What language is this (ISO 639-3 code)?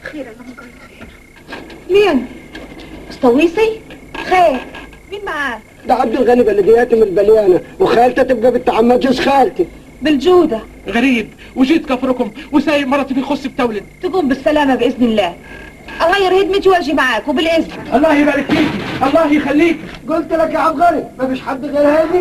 arz